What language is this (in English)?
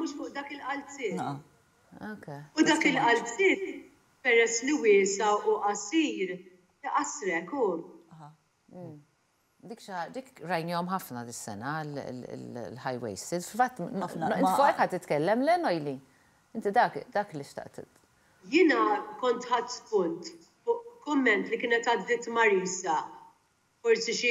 Maltese